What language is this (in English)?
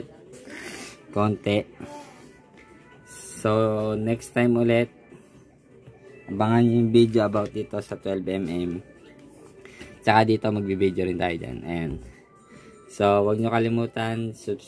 Filipino